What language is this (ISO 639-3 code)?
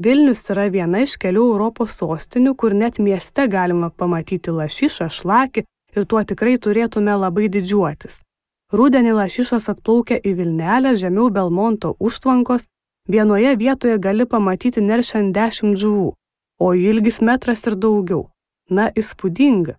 lit